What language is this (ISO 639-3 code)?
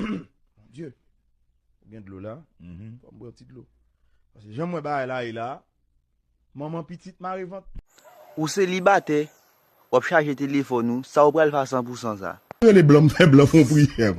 hat